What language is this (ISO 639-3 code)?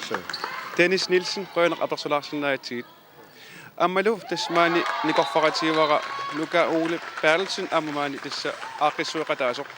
kal